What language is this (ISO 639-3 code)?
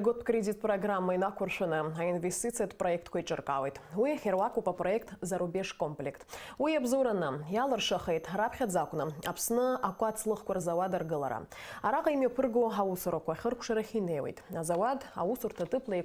abk